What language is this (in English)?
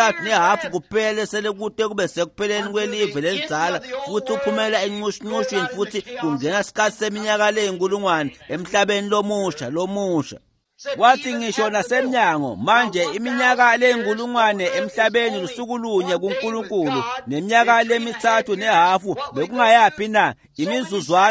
Swati